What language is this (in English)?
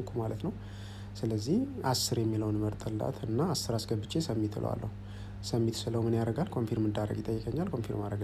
Amharic